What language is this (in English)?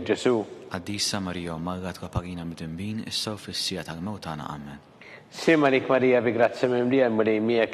Maltese